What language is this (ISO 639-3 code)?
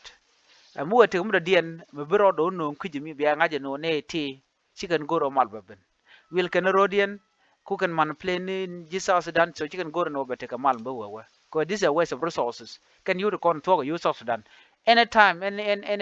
nus